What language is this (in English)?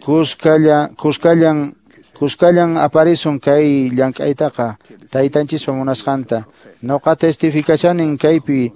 Quechua